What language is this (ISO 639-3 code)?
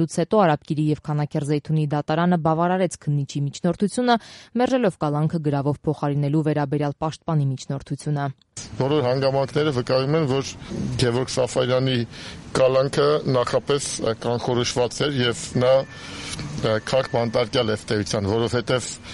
hye